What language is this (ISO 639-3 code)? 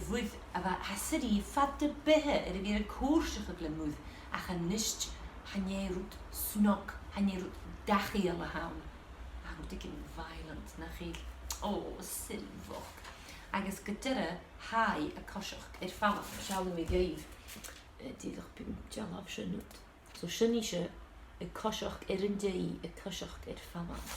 gla